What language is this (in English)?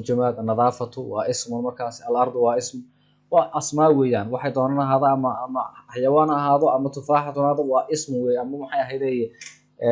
Somali